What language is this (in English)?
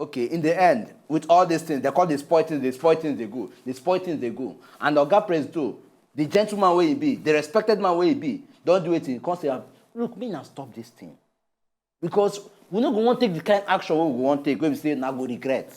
Nigerian Pidgin